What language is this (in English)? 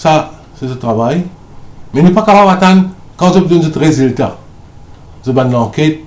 Morisyen